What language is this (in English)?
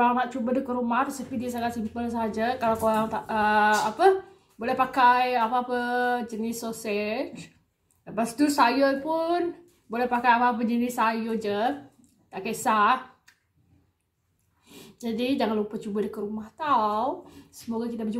Malay